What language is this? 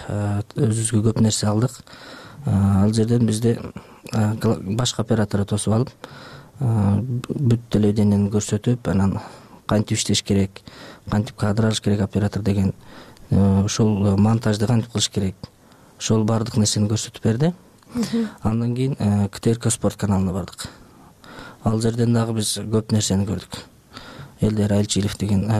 Kyrgyz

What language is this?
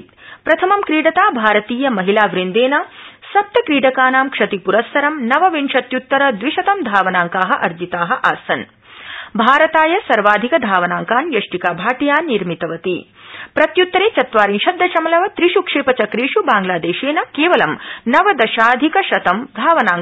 Sanskrit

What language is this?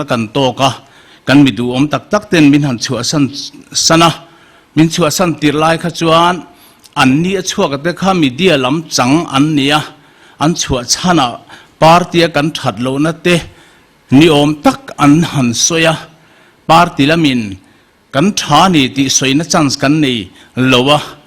Mizo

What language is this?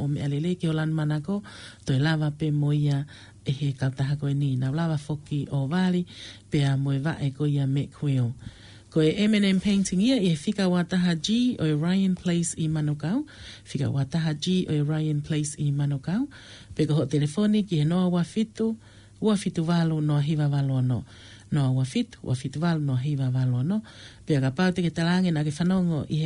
Tongan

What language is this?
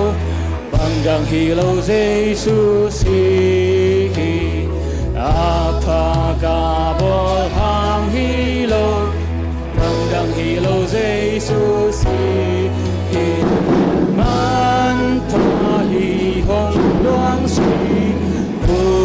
Tedim Chin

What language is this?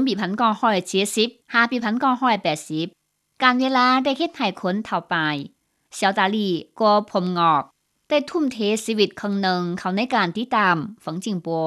Lao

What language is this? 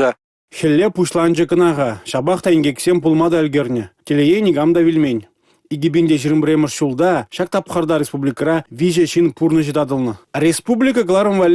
Chuvash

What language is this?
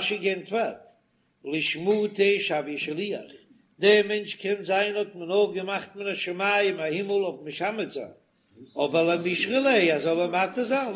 Yiddish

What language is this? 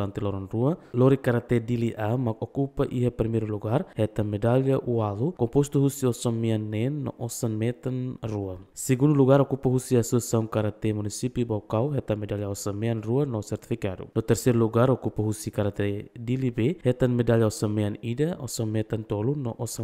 Tetum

